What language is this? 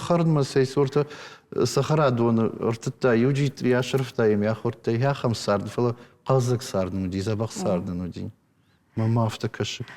Ossetic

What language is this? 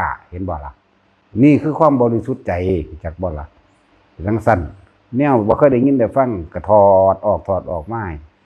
Northeastern Thai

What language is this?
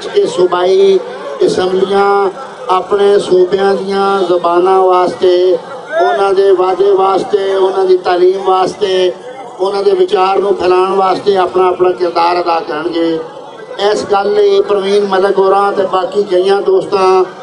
Western Panjabi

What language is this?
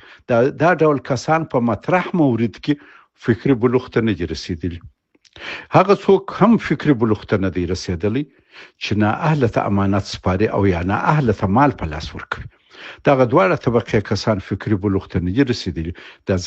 Pashto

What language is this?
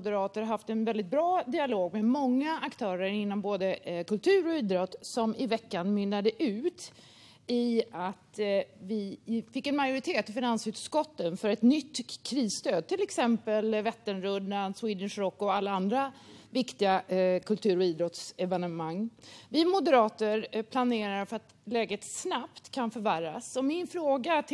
Swedish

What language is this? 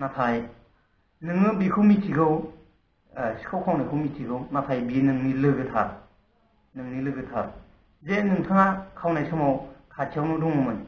Bodo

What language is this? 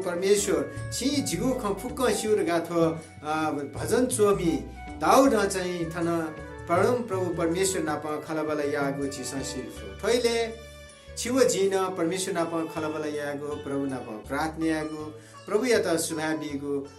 Newari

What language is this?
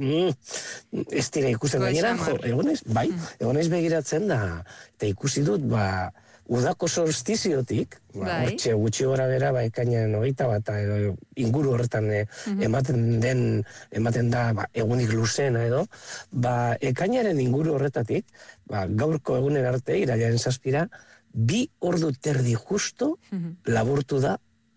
Basque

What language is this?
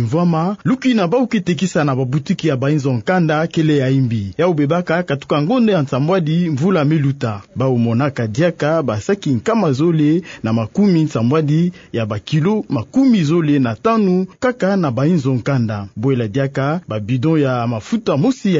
Kituba (Democratic Republic of Congo)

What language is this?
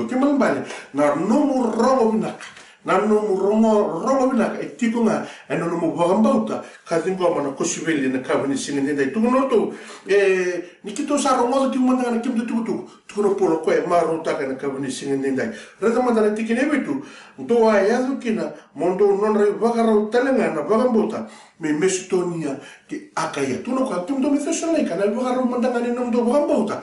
Fijian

